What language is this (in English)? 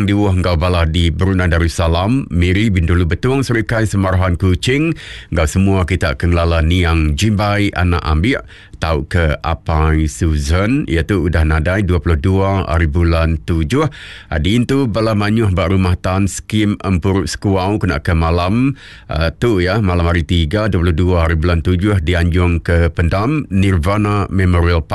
Iban